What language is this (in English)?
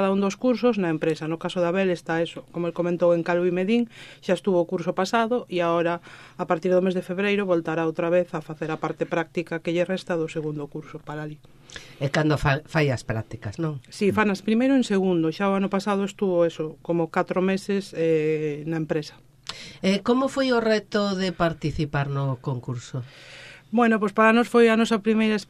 Galician